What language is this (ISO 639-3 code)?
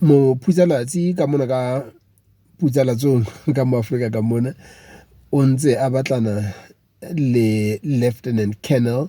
sot